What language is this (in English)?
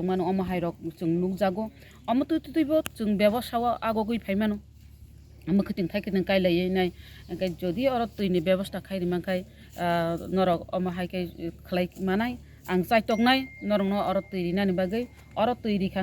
Kok Borok